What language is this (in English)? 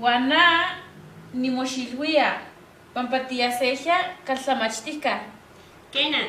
Eastern Huasteca Nahuatl